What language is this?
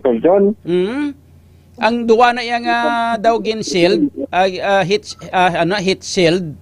Hiligaynon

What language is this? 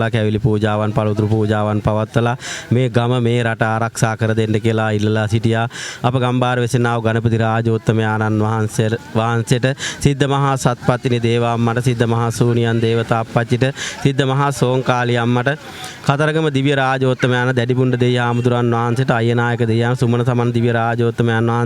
Sinhala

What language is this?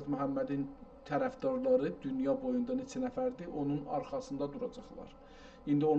South Azerbaijani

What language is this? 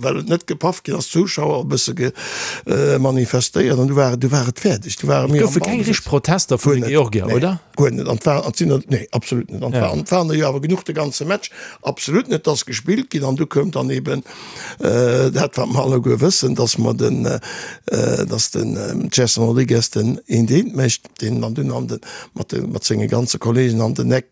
Luxembourgish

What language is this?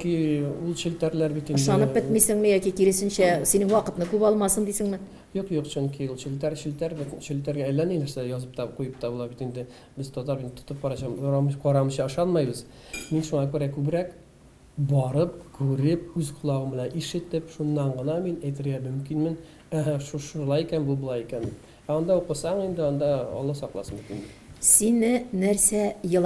Tatar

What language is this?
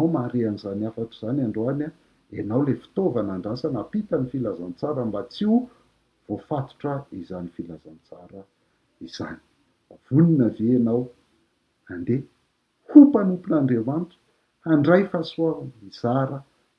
Malagasy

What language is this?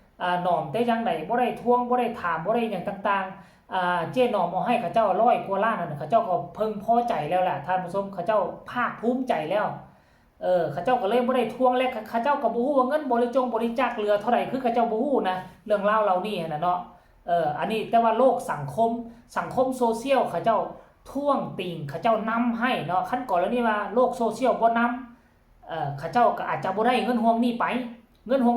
Lao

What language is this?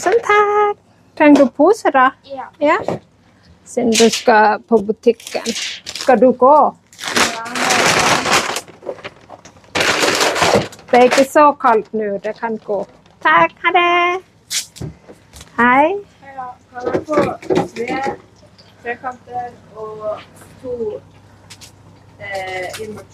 Norwegian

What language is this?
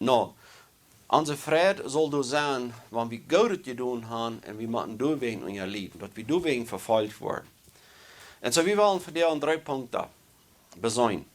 Plautdietsch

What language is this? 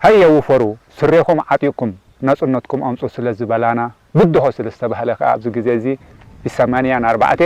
Tigrinya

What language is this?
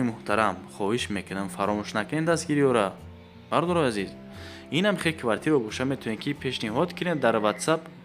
Tajik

